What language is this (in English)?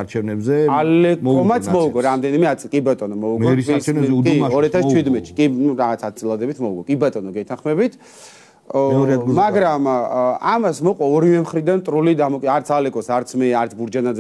Georgian